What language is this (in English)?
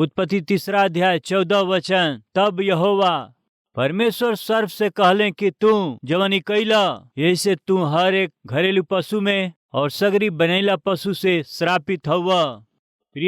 Bhojpuri